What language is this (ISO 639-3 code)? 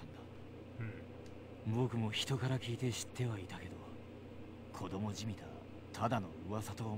jpn